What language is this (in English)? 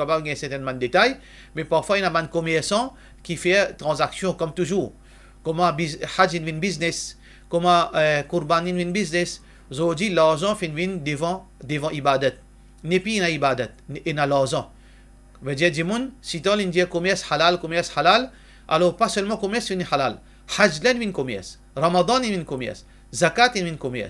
Morisyen